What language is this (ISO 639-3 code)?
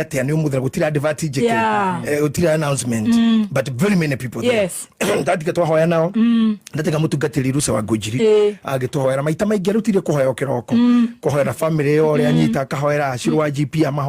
kik